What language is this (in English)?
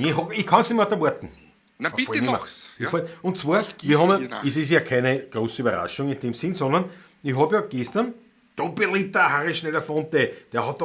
Bavarian